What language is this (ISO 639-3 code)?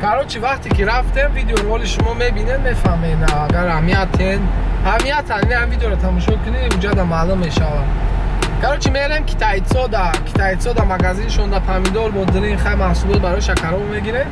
tgk